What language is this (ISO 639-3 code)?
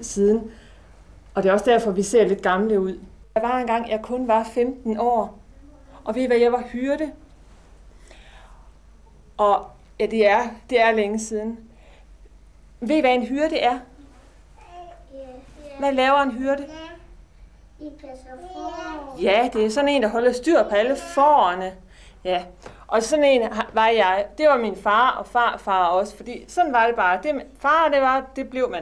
dan